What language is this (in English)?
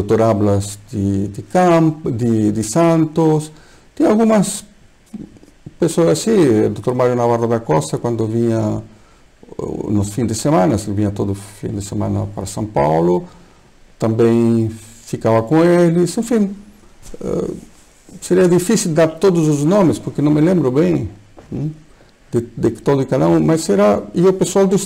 Portuguese